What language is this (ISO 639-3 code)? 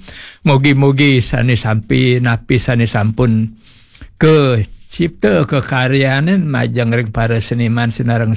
ban